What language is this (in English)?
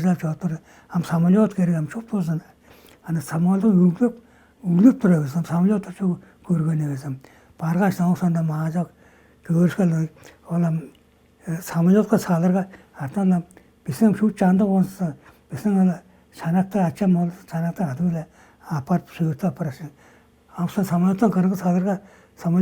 Tuvinian